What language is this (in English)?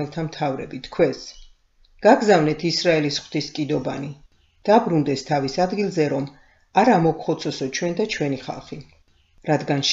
Georgian